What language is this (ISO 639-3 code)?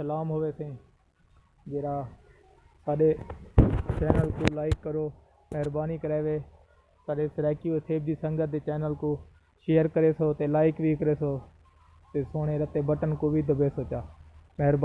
skr